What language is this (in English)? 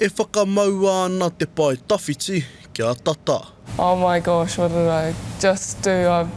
Māori